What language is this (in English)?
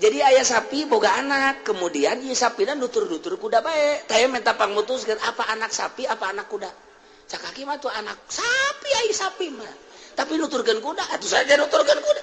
Sundanese